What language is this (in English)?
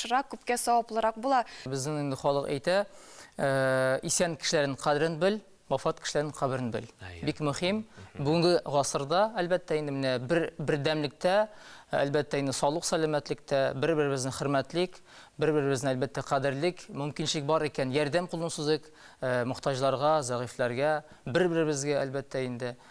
Tatar